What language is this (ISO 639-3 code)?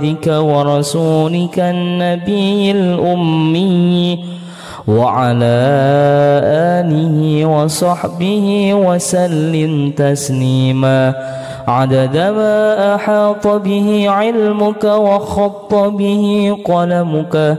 ara